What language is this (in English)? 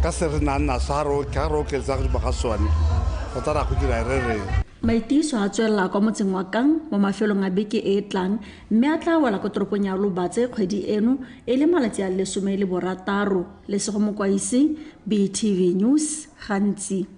Tswana